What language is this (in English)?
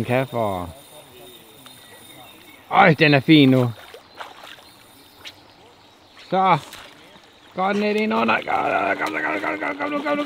Danish